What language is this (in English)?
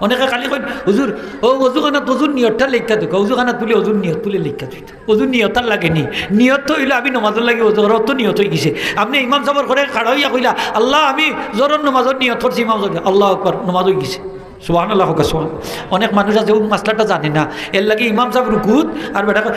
Sylheti